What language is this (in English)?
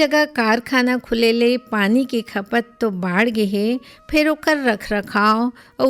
Chhattisgarhi